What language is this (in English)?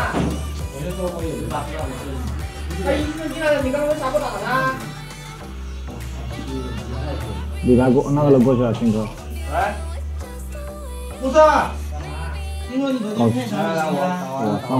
Chinese